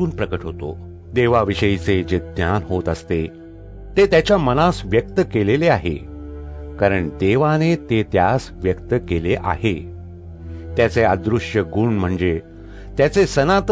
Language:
Marathi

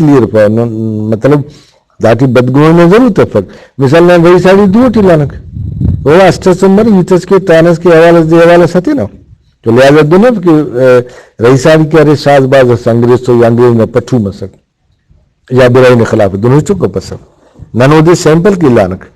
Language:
Brahui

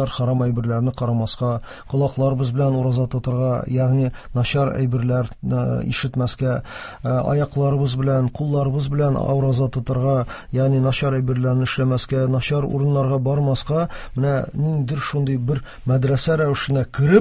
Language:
Tatar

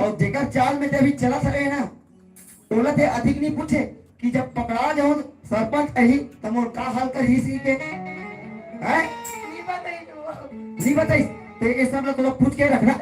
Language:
Chhattisgarhi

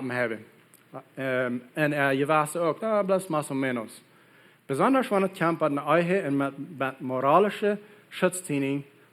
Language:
Plautdietsch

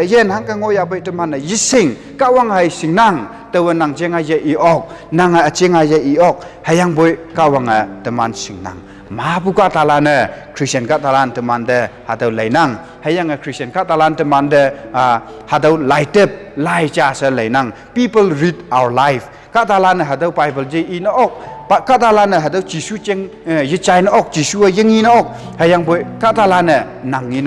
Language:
Konyak Naga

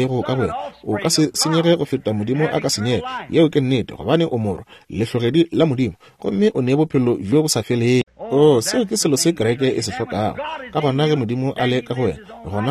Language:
Northern Sotho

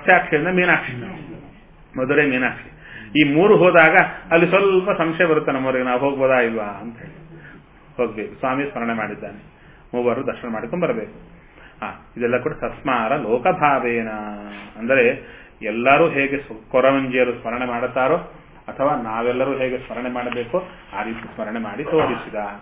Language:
Kannada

